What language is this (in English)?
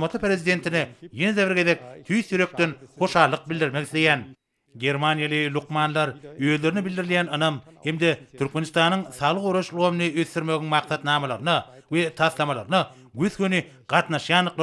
Turkmen